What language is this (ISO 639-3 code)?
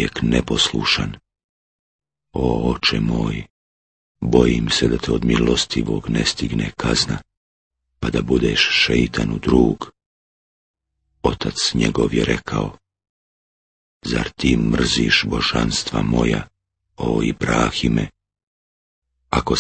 bos